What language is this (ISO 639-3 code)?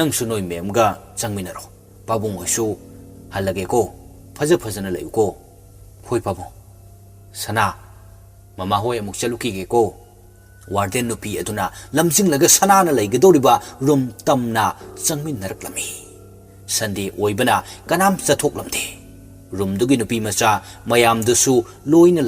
mni